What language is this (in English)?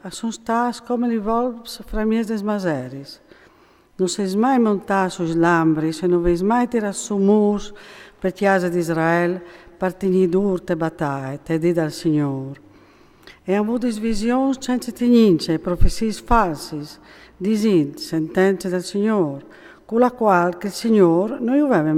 Friulian